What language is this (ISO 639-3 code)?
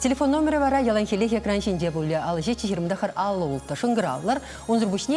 chv